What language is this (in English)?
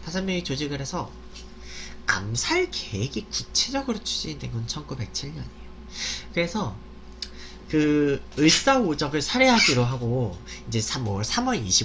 Korean